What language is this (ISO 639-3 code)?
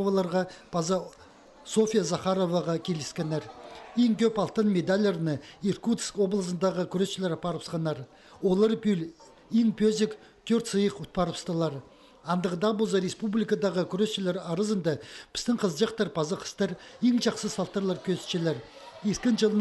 kjh